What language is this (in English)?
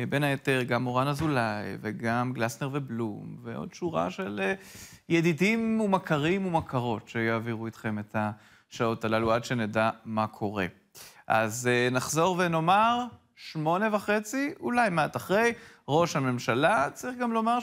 Hebrew